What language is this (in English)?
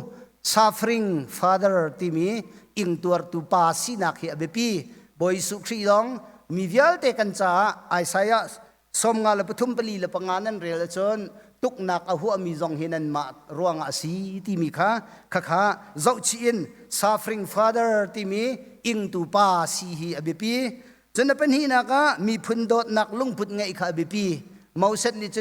Hakha Chin